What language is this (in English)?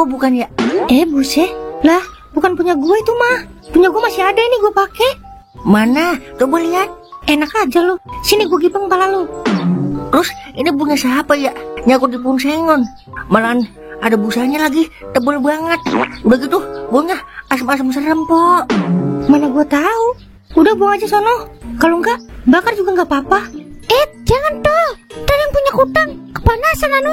Betawi